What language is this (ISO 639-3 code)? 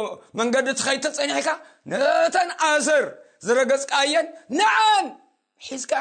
tir